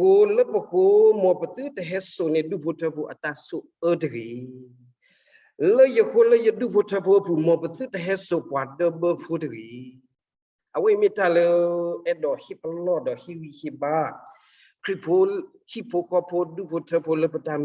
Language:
S'gaw Karen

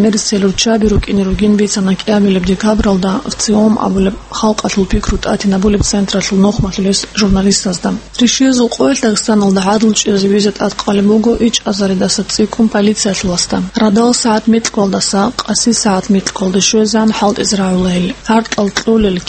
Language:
Avaric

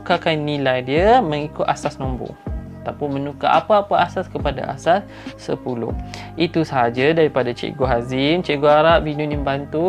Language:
Malay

